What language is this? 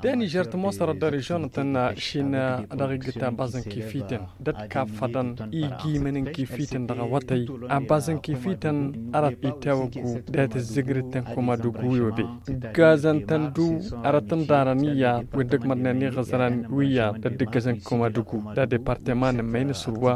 Tamasheq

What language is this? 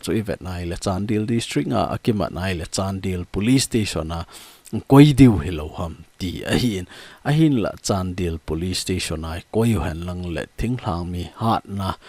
Thado Chin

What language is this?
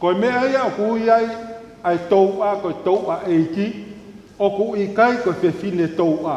Tongan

